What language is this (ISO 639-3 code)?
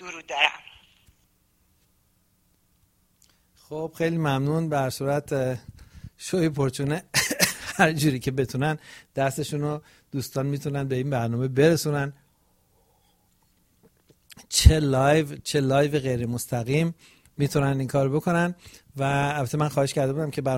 fas